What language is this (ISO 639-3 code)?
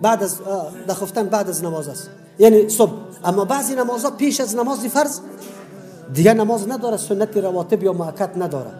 tgk